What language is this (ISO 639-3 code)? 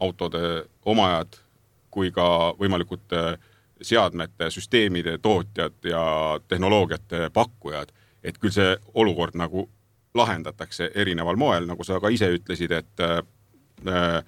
est